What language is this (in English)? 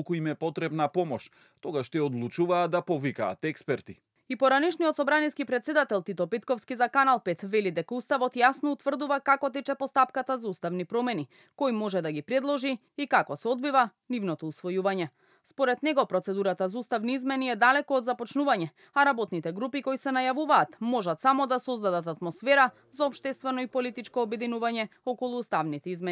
Macedonian